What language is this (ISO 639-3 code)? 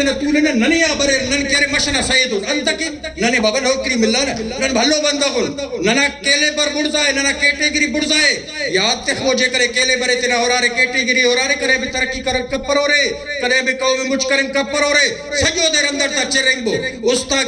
brh